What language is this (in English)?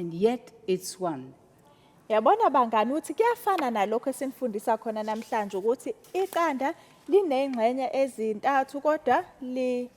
Zulu